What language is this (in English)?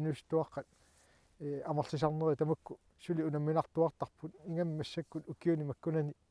Kalaallisut